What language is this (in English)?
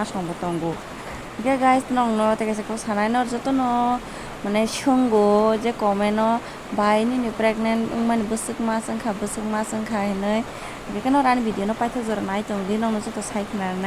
Kok Borok